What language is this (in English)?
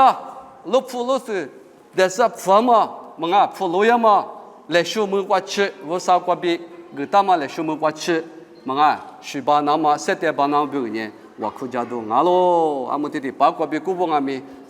Lisu